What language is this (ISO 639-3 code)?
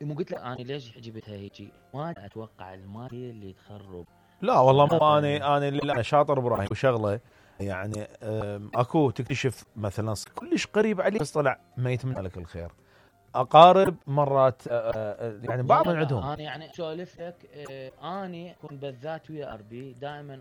acm